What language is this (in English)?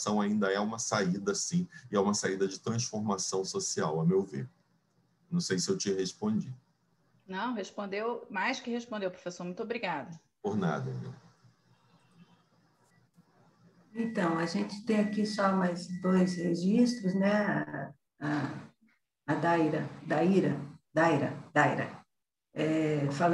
Portuguese